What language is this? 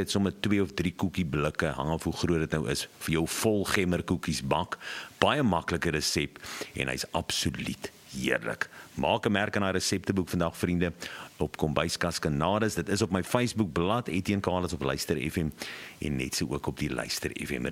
Afrikaans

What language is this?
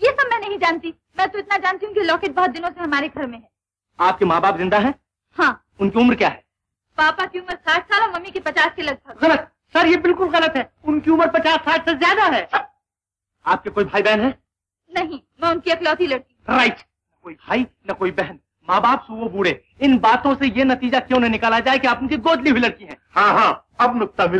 Hindi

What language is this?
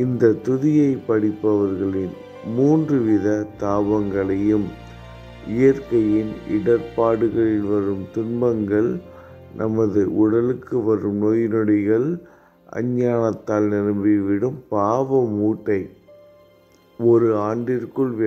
Tamil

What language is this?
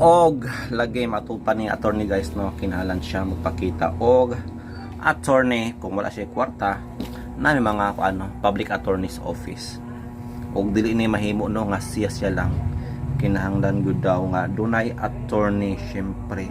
Cebuano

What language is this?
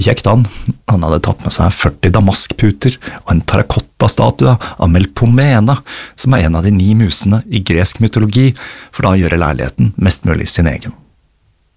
Norwegian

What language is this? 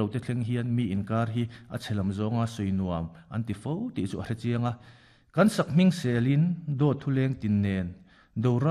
Mizo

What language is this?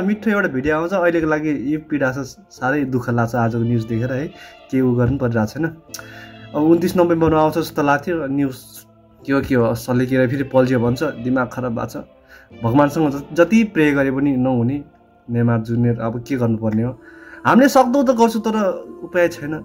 Nepali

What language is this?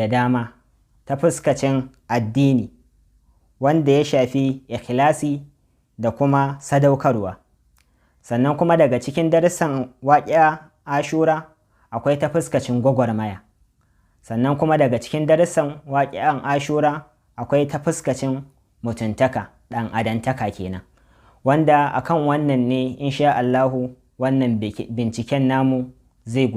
Hausa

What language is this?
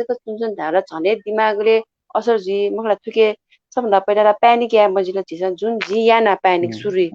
Newari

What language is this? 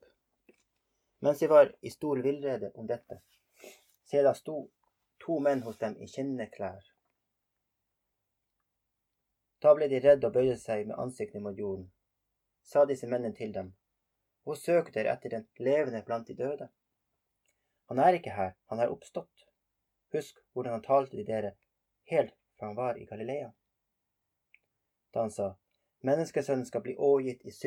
Norwegian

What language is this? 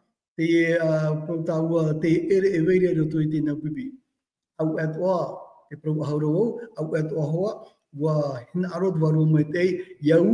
Tahitian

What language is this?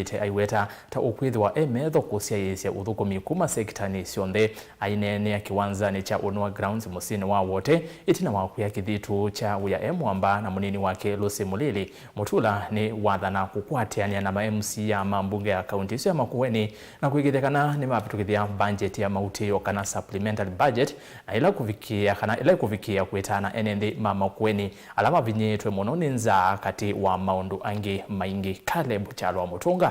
Kamba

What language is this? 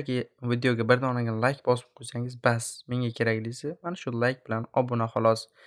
Uzbek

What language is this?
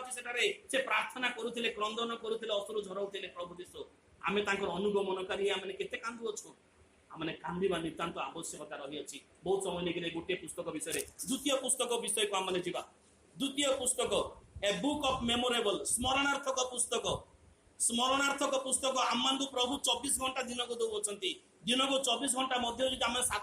Odia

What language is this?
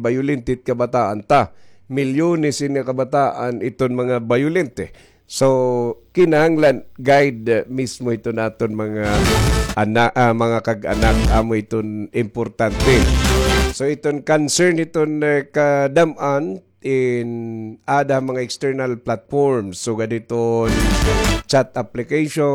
Waray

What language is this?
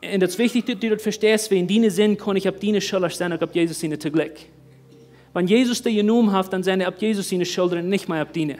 Plautdietsch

